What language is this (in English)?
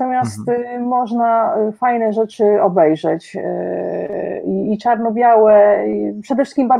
Polish